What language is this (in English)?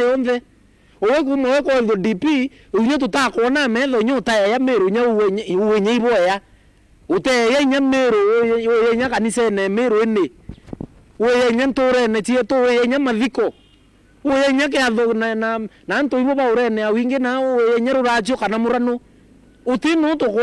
Meru